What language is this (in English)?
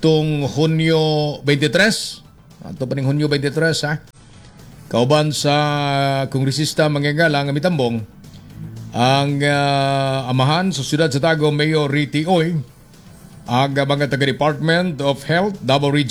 Cebuano